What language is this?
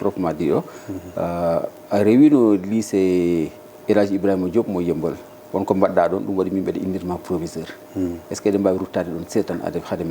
Fula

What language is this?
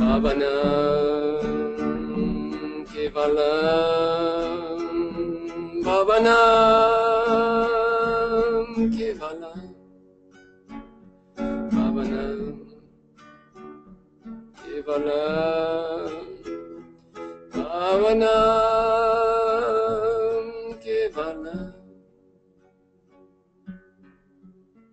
Portuguese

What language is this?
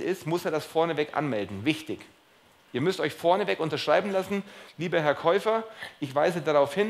German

